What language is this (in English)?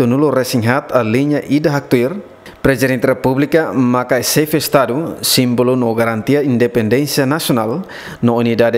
Tetum